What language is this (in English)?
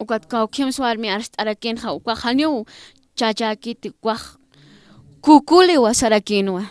Aymara